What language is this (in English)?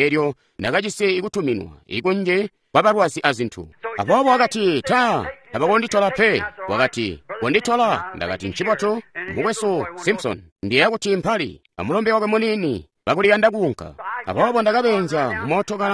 Tonga (Zambia)